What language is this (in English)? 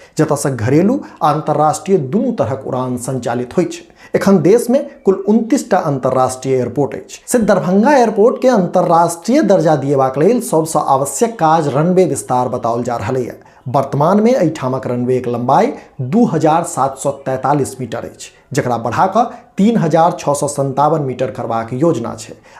Maithili